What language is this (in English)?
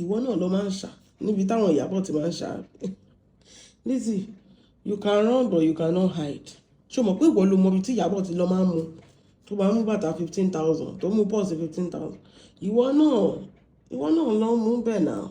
Yoruba